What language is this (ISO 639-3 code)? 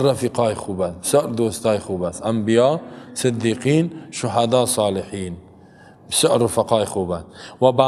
fas